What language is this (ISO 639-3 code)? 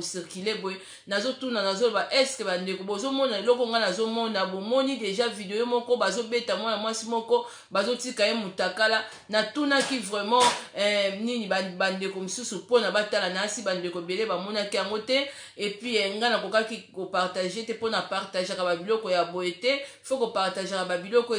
lin